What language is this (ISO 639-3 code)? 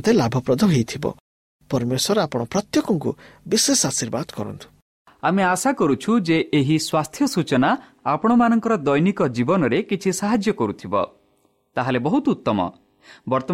ori